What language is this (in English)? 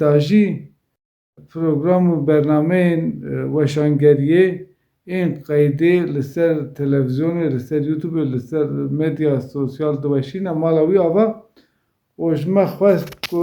Kurdish